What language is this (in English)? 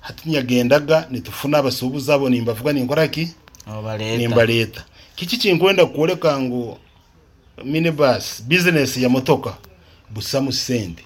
Nyoro